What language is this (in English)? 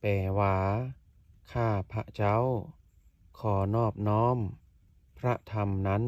Lao